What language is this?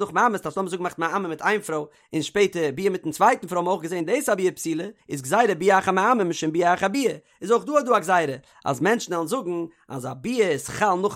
Yiddish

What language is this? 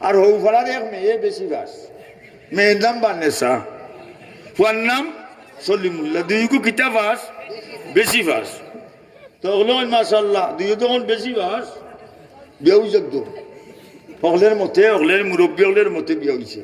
Sylheti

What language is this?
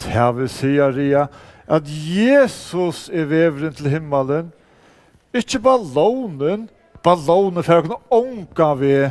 Faroese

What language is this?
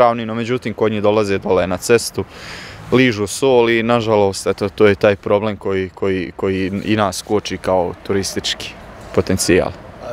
Bosnian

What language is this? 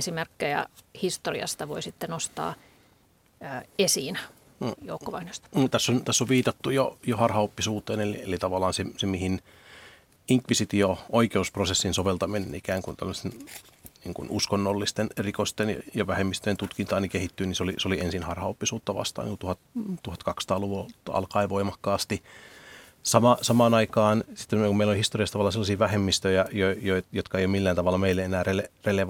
Finnish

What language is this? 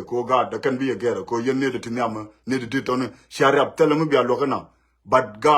Nuer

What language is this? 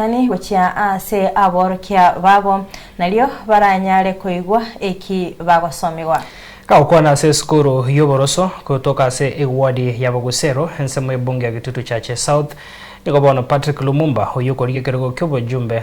Gusii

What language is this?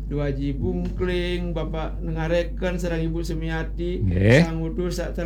Balinese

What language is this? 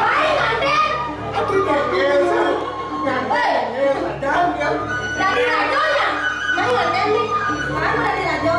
Balinese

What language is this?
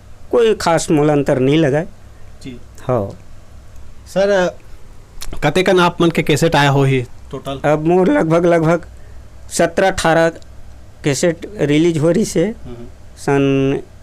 Chhattisgarhi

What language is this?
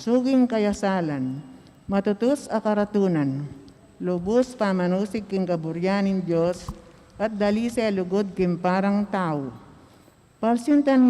Pampanga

